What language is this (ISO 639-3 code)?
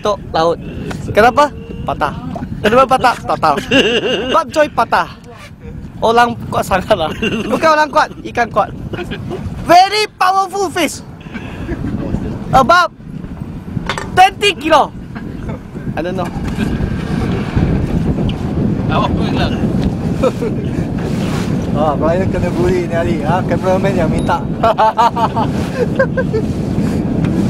msa